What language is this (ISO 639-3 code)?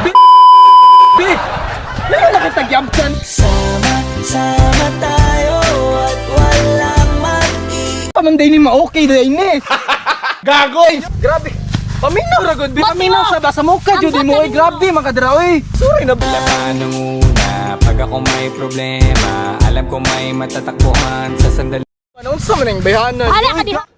ceb